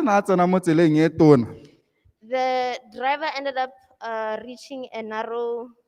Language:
Tswana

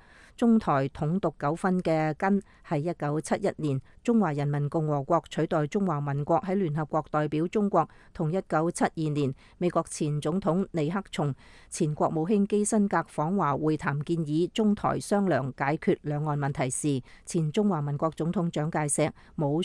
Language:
Cantonese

